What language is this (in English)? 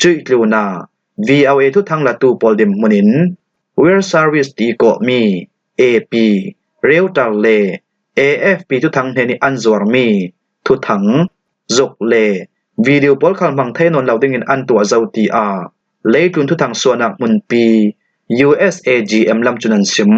Falam Chin